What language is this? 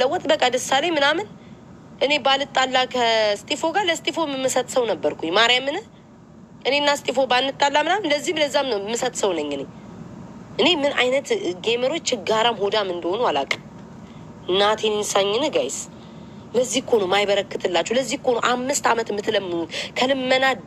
Amharic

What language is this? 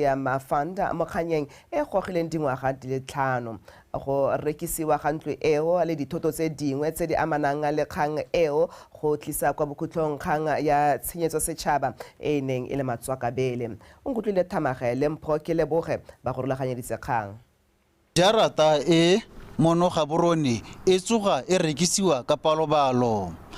Tswana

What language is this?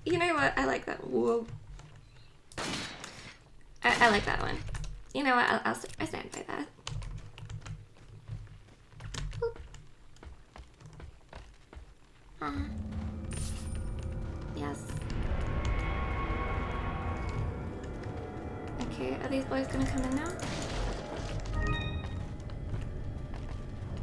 English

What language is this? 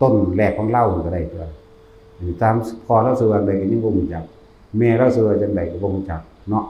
Northeastern Thai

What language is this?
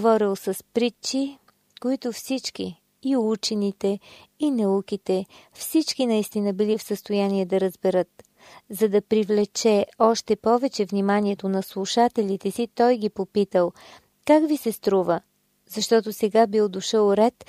Bulgarian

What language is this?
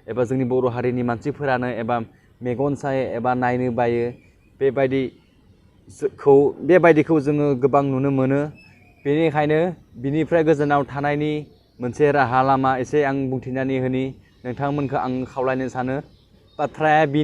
Bodo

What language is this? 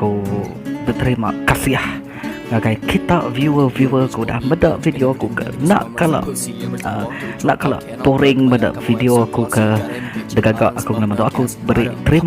Iban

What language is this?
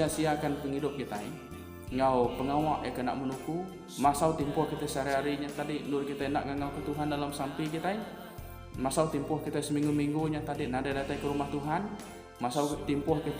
Iban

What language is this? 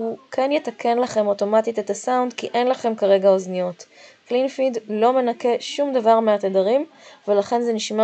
Hebrew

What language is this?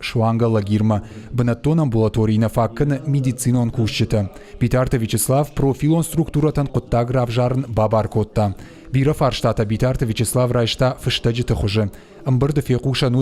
Ossetic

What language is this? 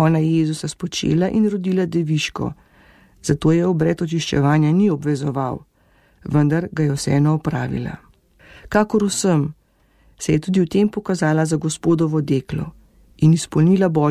Slovenian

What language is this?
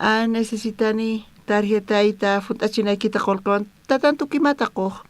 South Bolivian Quechua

